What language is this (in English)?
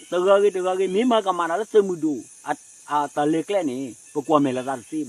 S'gaw Karen